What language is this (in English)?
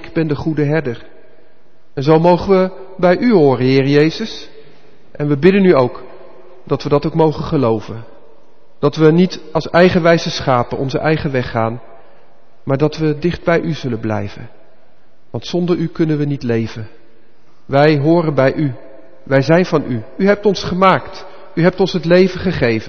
Dutch